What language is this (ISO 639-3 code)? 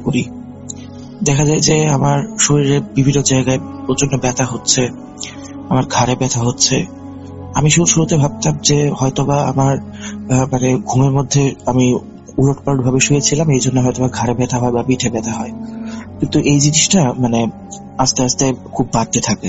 ben